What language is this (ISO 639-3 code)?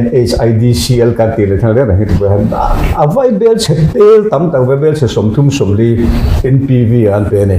lus